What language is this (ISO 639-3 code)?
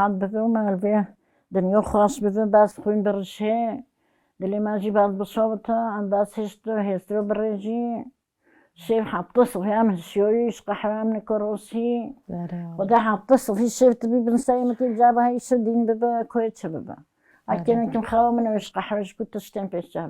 kur